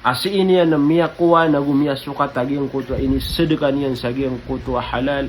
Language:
Maranao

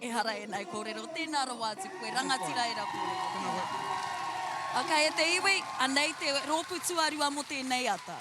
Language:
Māori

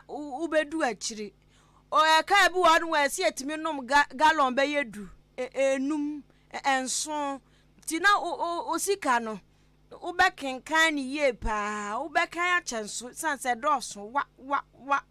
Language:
Akan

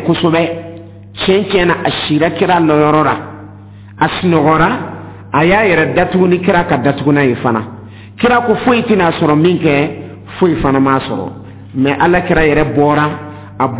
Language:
Dyula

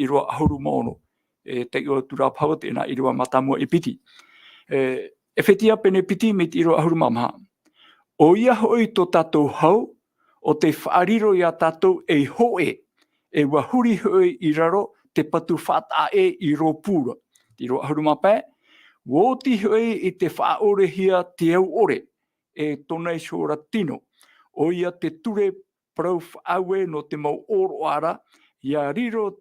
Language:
Tahitian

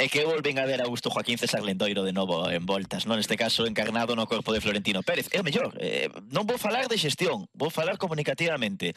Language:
Galician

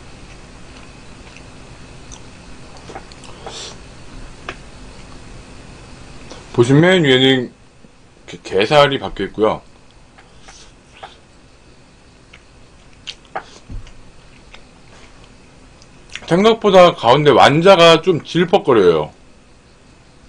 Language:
Korean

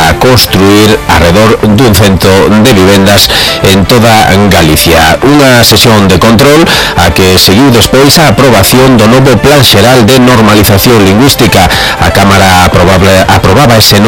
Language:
Galician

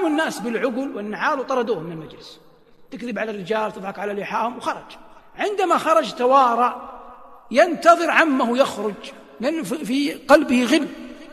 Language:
Arabic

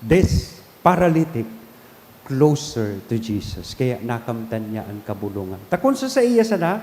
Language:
Bikol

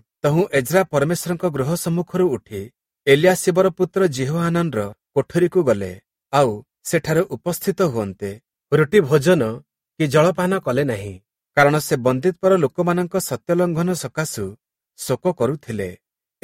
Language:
Odia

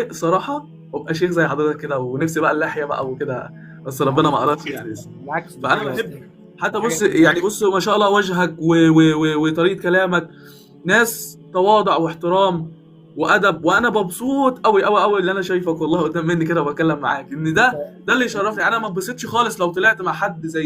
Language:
Egyptian Arabic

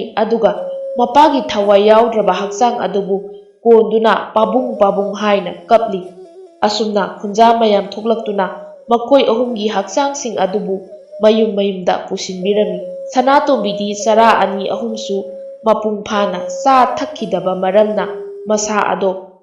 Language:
Manipuri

